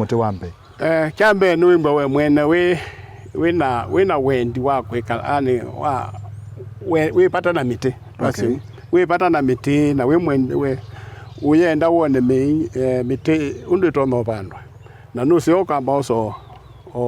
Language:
Kamba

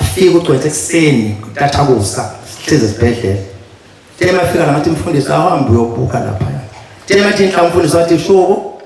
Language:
Zulu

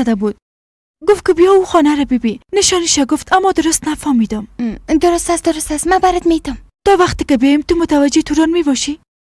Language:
Persian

